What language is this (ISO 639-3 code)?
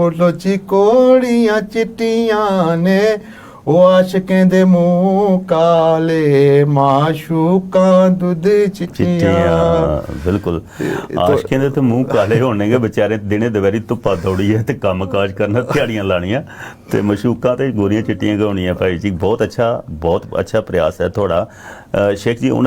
doi